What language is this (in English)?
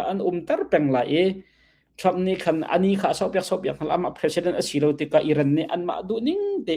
Hakha Chin